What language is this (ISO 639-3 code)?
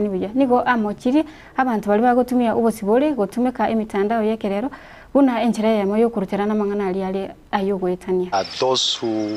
guz